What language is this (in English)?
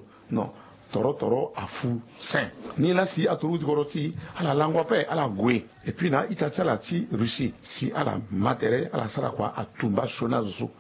Sango